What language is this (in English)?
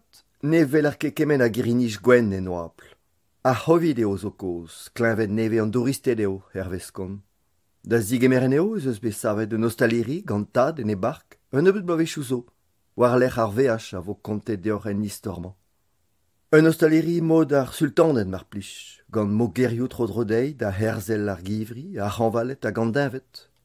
Breton